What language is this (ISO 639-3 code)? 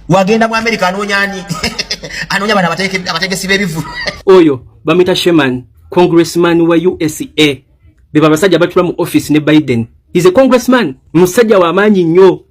lug